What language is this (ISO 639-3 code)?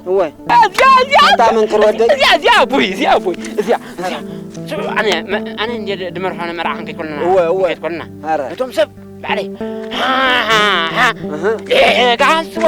tir